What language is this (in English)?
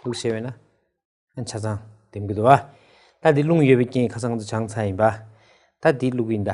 Tibetan